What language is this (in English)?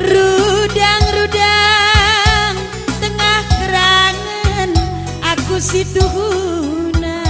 Batak Karo